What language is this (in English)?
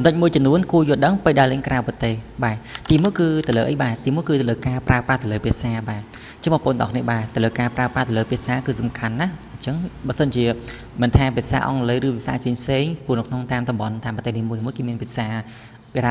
Khmer